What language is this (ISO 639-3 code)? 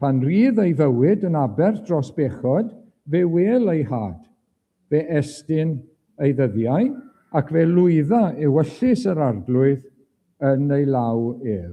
cym